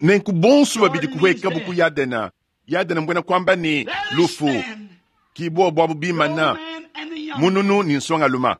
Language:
Luba-Lulua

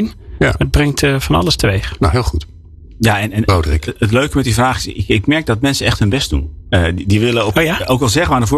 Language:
Dutch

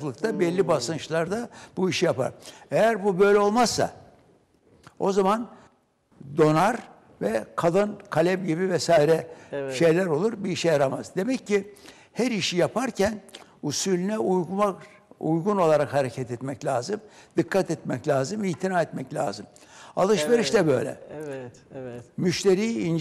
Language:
Turkish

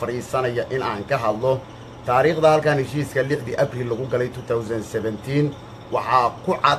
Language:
Somali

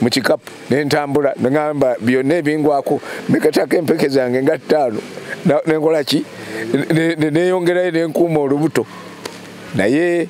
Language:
Ganda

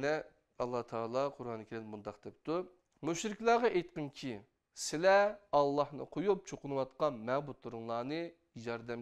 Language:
Uyghur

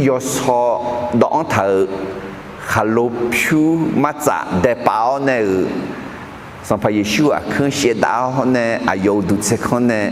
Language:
Akha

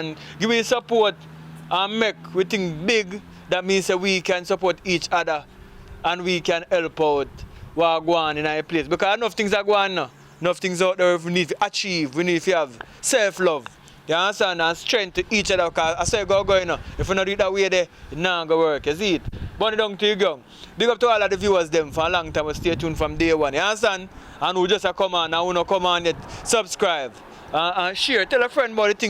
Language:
Jamaican Creole English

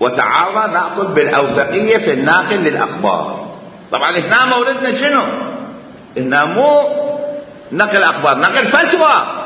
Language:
Mesopotamian Arabic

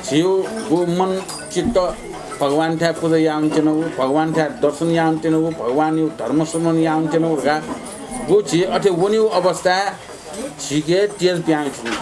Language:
Newari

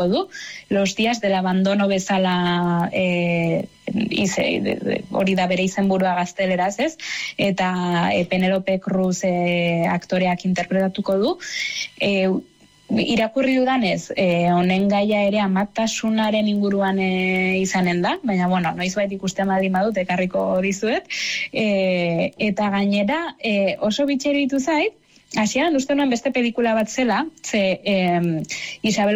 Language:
Basque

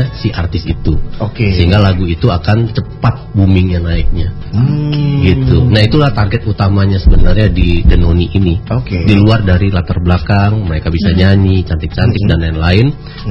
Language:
Indonesian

